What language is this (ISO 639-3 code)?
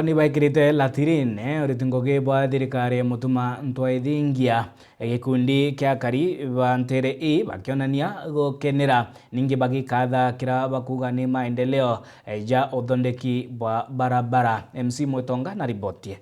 mer